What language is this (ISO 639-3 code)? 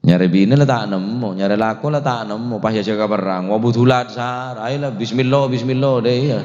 mad